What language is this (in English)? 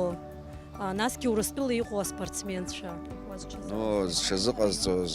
Abkhazian